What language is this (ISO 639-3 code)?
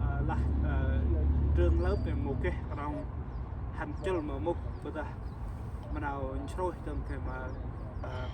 cmo